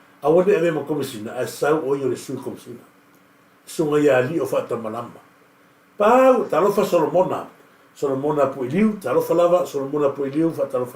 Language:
Samoan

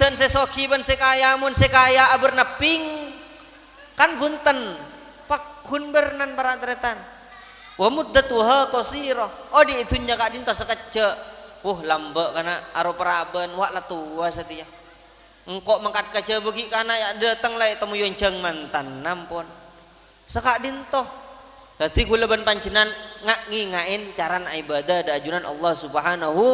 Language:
Madurese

